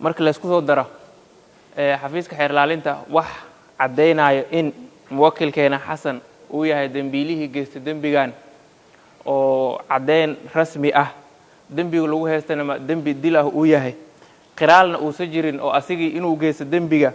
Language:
Somali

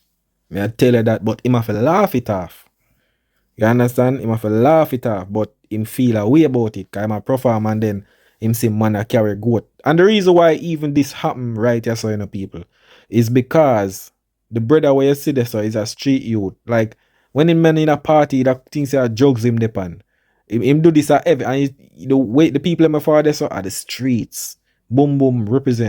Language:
Jamaican Creole English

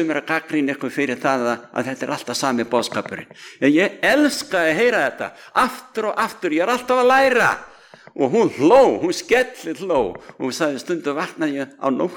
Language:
Icelandic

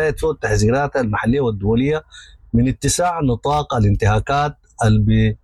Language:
Sudanese Arabic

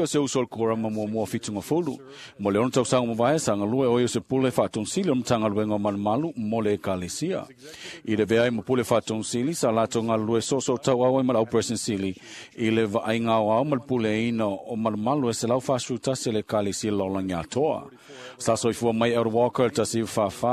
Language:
Samoan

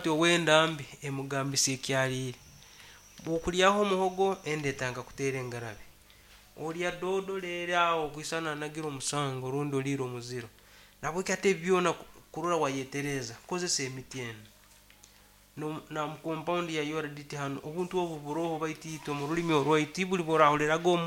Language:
Nyankole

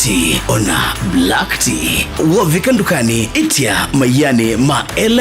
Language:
Kamba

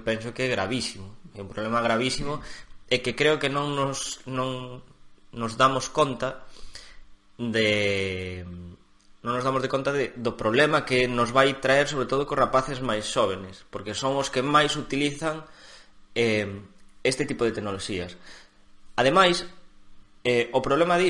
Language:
Galician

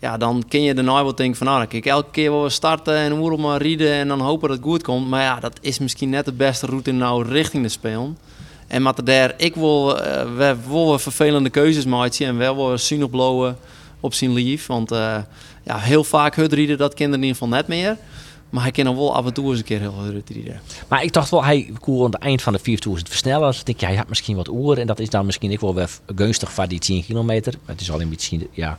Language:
Western Frisian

